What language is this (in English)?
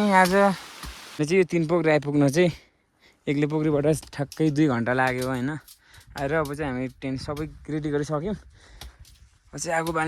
Nepali